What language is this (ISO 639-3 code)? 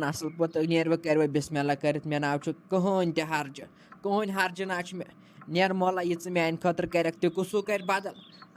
kas